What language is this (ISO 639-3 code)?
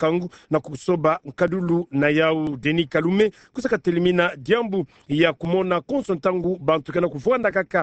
ktu